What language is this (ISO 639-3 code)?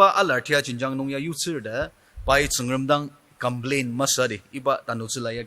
njo